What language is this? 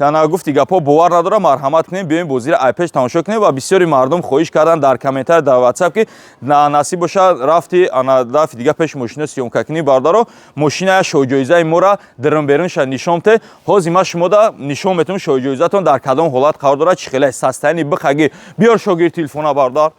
Tajik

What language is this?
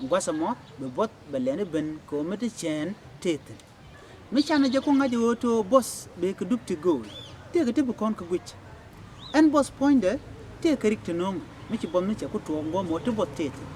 Nuer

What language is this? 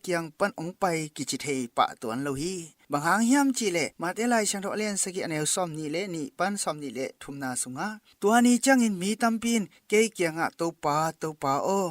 Tedim Chin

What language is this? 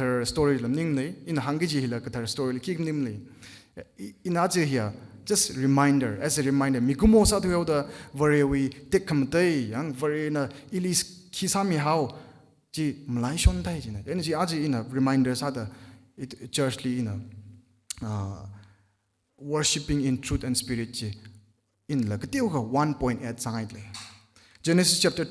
Tangkhul Naga (India)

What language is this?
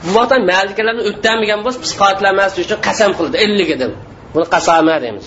Uyghur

